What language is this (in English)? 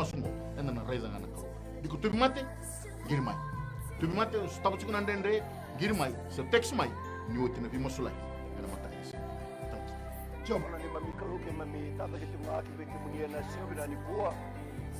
Fijian